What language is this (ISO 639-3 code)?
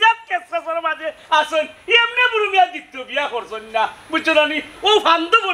syl